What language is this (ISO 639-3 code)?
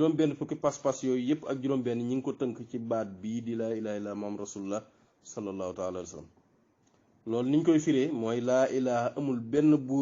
wol